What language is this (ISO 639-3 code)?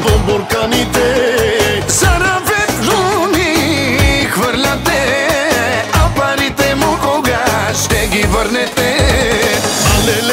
bul